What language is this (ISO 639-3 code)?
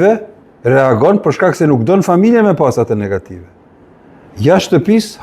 sqi